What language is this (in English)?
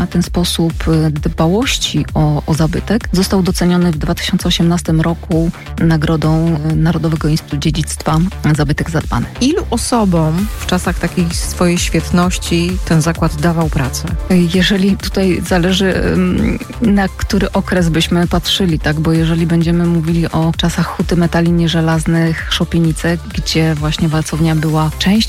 Polish